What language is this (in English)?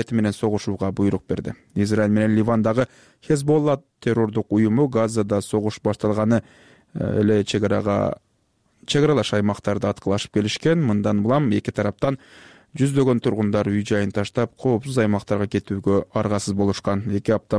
Kyrgyz